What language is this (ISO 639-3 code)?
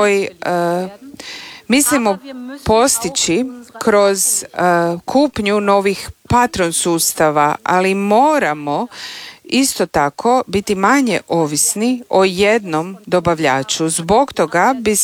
hrv